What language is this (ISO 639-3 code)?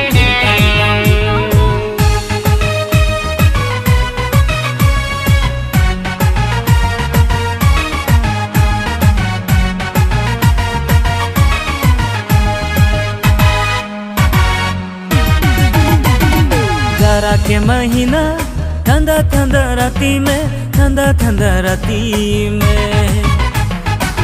bho